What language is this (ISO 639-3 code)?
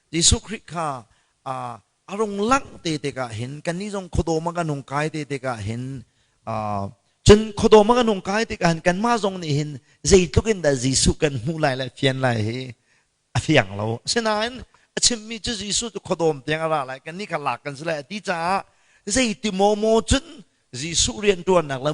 cnh